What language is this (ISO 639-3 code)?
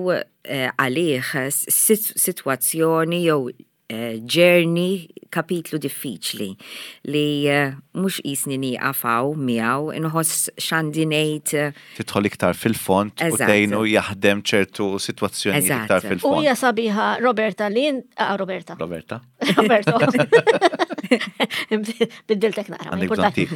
mlt